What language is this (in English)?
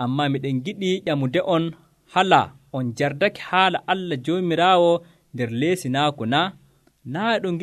Nigerian Fulfulde